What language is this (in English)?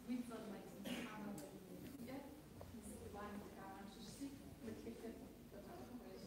Kabardian